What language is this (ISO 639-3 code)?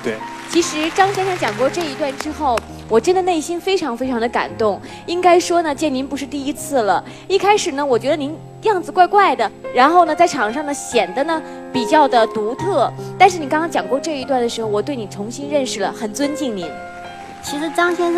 zho